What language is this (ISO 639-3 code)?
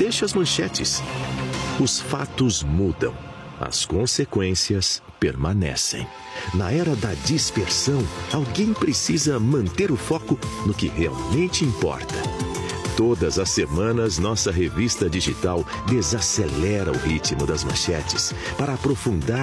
por